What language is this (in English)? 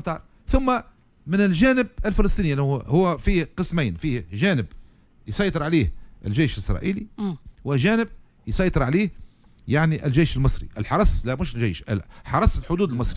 Tunisian Arabic